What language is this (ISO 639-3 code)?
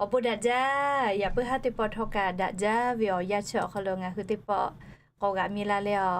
lhu